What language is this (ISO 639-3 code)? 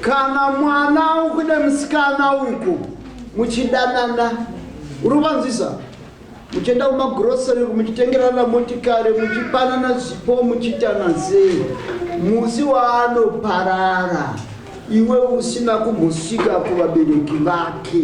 sna